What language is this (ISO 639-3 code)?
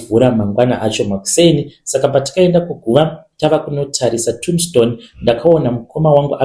sna